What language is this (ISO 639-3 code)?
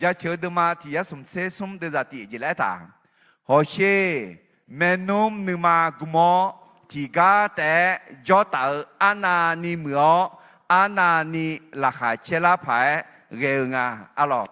ahk